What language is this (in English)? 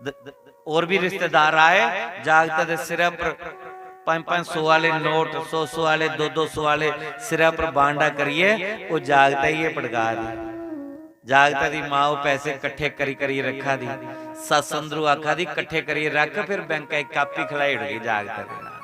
Dogri